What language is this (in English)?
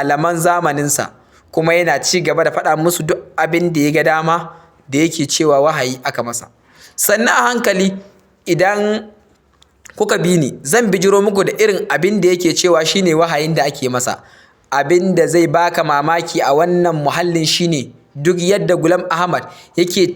Hausa